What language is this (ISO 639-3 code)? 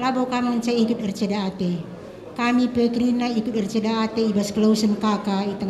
btx